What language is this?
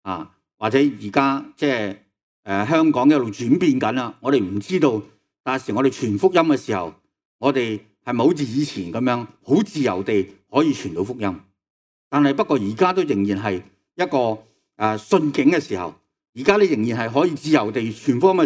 Cantonese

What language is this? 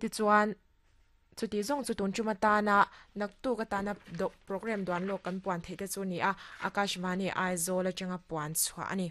Mizo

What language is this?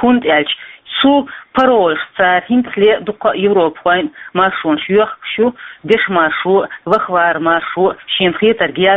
Chechen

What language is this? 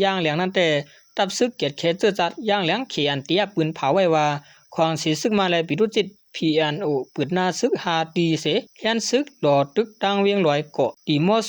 Shan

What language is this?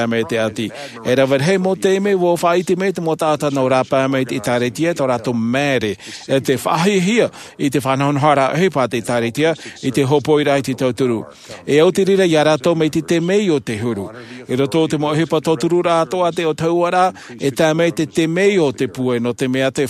Tahitian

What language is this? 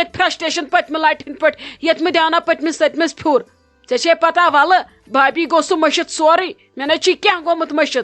Kashmiri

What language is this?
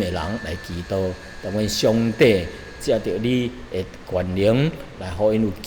Min Nan Chinese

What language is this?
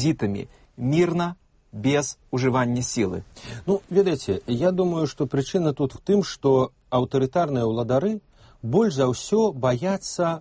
Belarusian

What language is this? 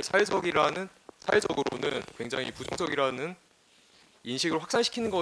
Korean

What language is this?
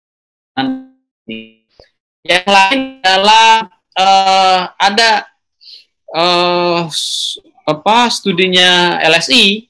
Indonesian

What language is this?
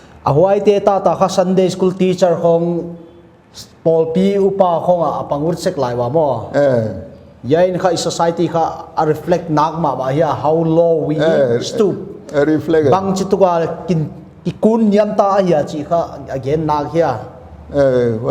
Paite Chin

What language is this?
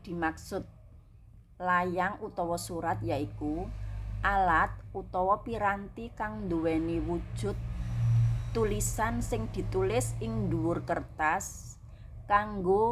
Javanese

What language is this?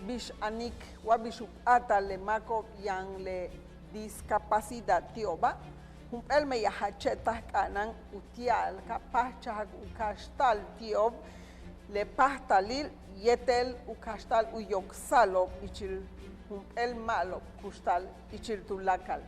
Yucateco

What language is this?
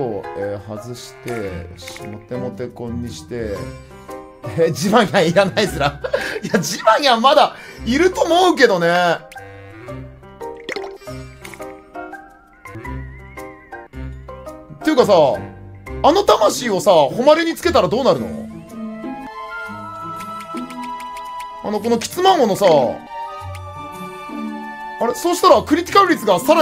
Japanese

